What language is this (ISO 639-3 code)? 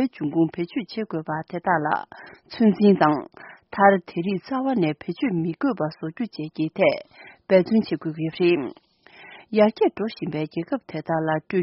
bod